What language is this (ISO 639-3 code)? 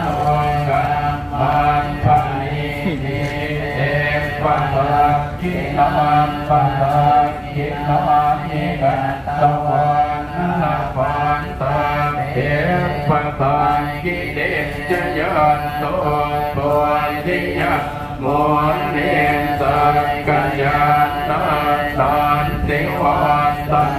pli